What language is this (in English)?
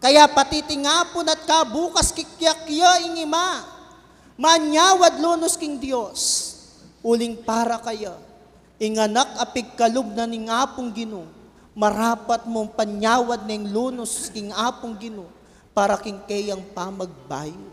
Pampanga